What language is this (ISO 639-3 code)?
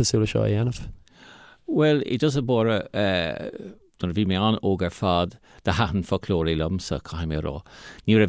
gle